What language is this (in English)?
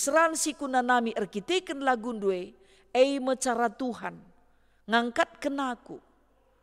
Batak Karo